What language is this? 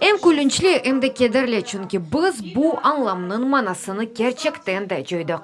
Crimean Tatar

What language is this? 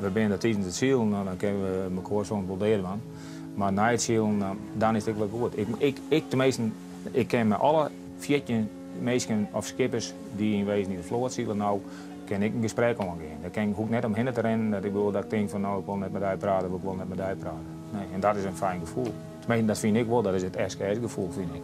Western Frisian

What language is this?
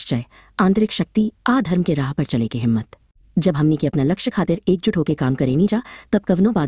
Bhojpuri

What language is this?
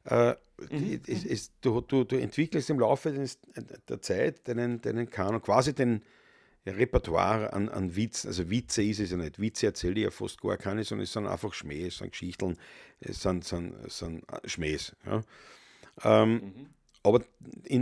Bavarian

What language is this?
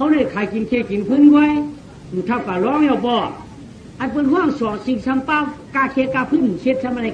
Shan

